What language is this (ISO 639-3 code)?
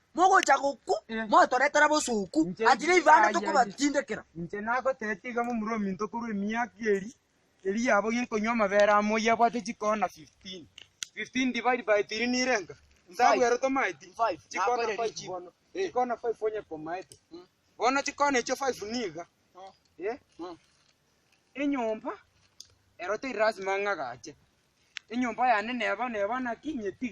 guz